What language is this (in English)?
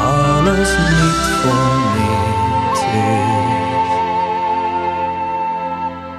Dutch